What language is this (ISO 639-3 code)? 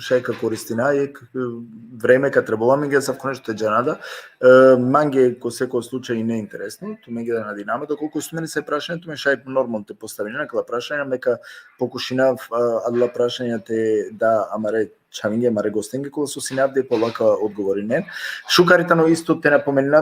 rmn